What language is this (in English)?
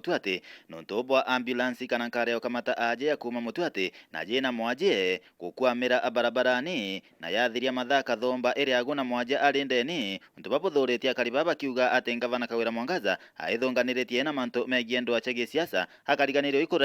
Meru